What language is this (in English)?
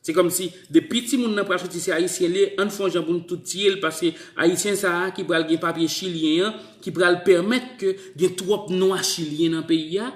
Haitian Creole